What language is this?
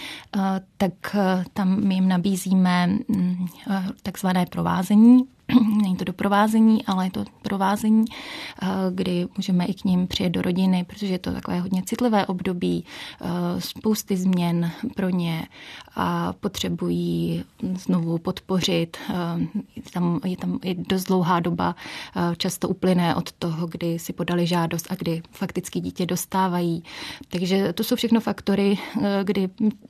Czech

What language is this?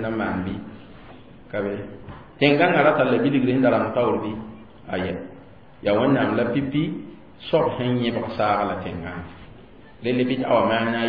Mossi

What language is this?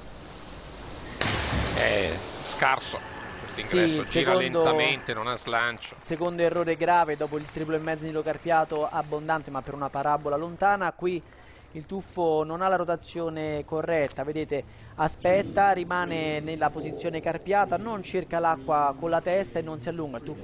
Italian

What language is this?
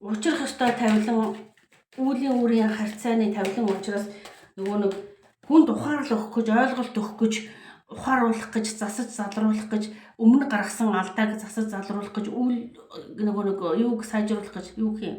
Mongolian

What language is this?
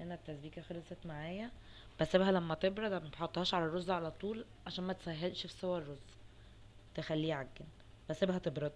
Egyptian Arabic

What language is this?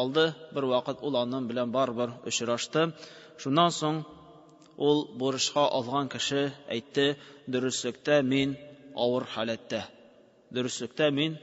Tatar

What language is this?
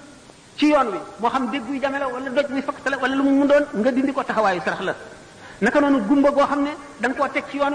Wolof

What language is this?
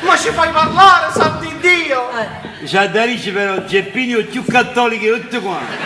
Neapolitan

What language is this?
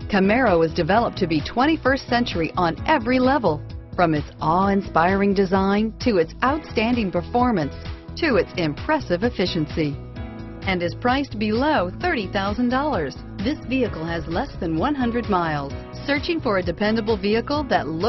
English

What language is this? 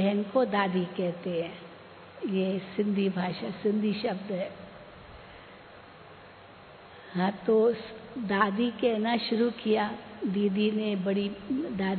Hindi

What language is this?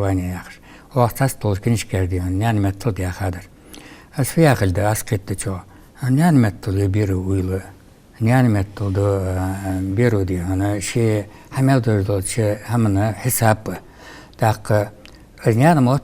Ingush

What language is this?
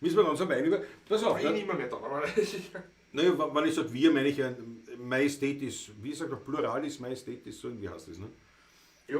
Bavarian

